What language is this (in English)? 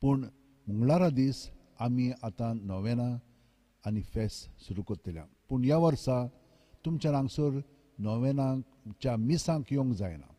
Konkani